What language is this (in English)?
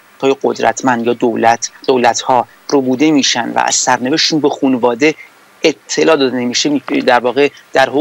Persian